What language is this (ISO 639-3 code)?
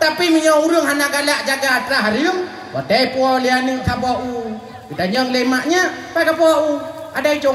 ace